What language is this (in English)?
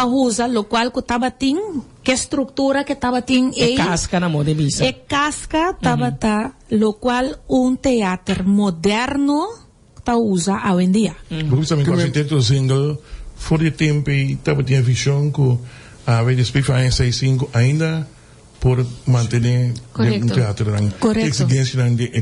Papiamento